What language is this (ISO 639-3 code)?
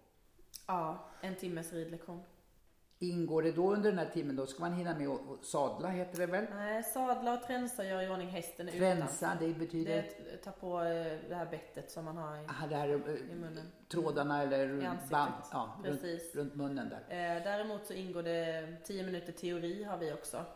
swe